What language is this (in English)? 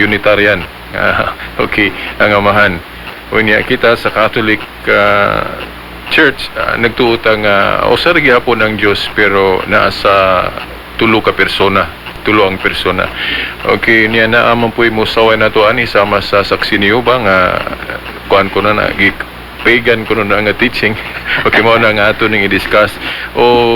Cebuano